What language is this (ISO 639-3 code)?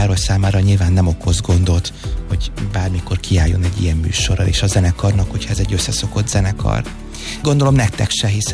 hun